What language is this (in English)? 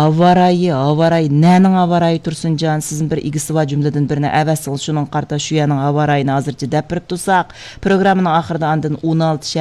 Uyghur